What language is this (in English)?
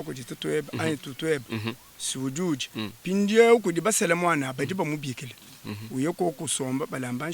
Luba-Lulua